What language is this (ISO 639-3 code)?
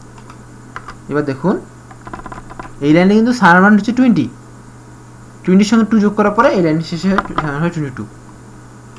ben